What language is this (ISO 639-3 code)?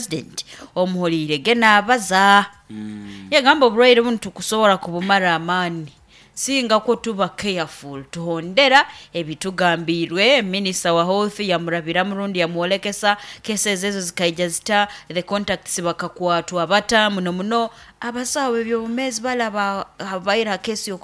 nyn